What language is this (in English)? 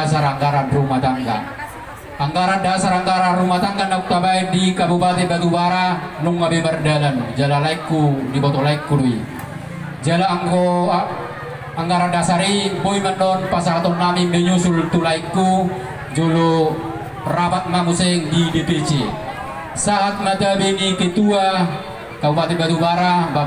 Batak Toba